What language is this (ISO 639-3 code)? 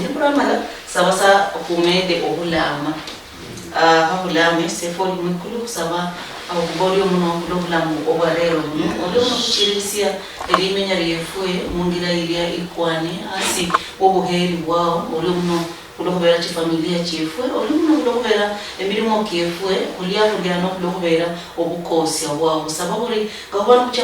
luy